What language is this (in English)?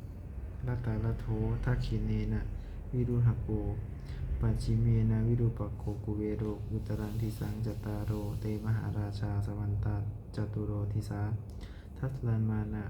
Pali